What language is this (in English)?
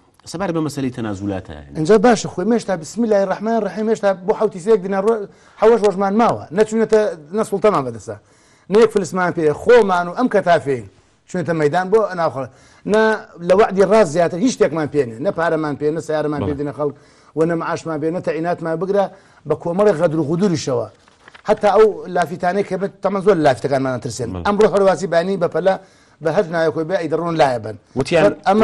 Central Kurdish